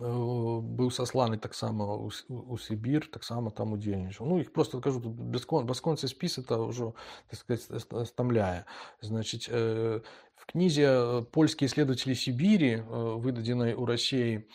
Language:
Belarusian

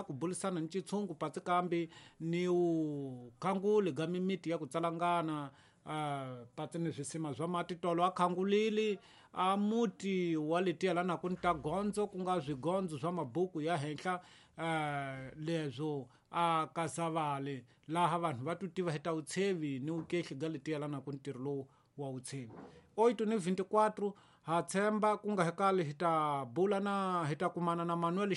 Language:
Tsonga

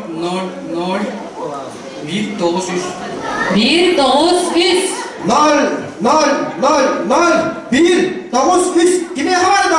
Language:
Yakut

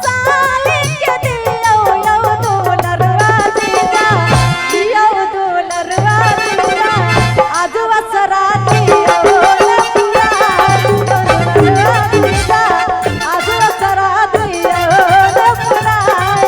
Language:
Maithili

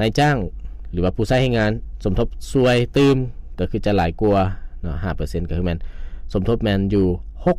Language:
Lao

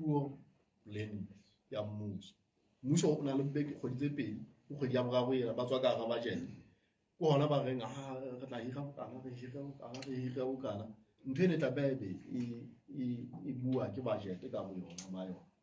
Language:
Southern Sotho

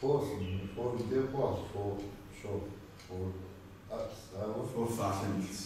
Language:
Kabardian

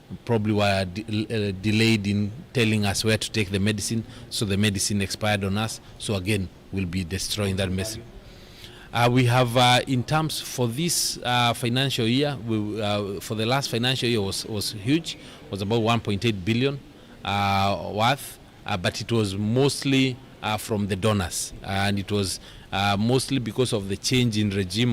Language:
Kamba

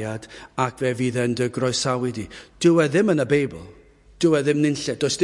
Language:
Welsh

